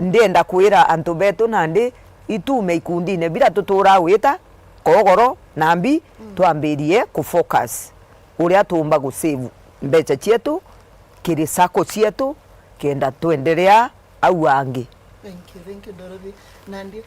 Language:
Meru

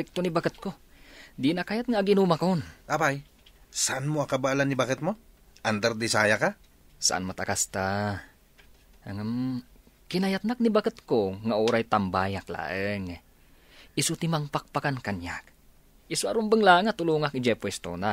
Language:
Iloko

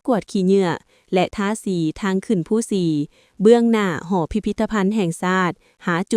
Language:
Lao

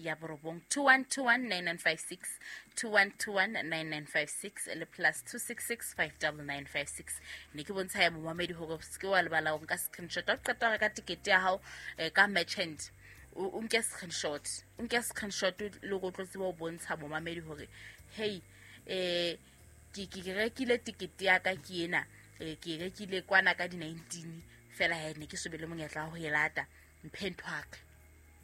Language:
Southern Sotho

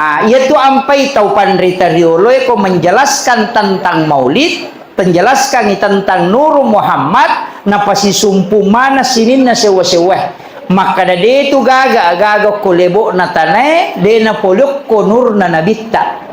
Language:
Buginese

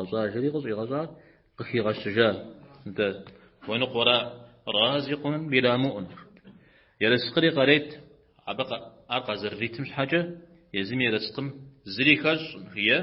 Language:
Kabardian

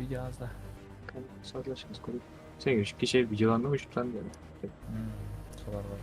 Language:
Kara-Kalpak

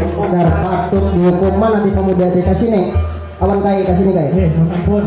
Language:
Banjar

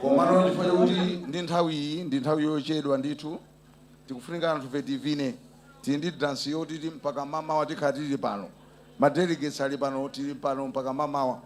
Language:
Nyanja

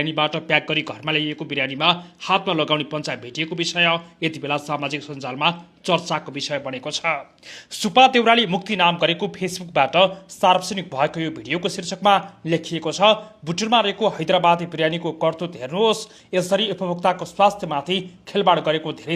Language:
Nepali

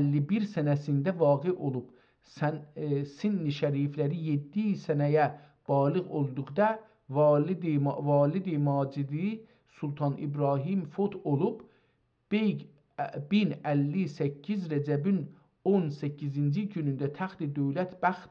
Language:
South Azerbaijani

